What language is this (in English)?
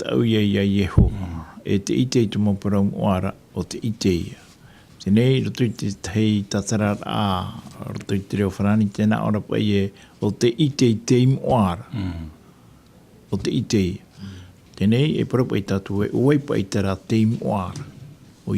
Tahitian